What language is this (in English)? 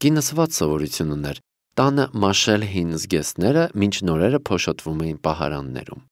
Armenian